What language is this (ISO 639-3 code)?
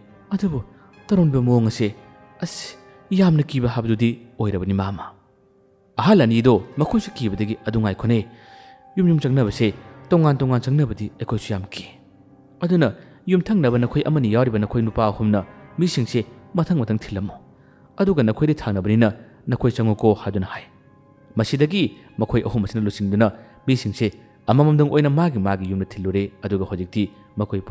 mni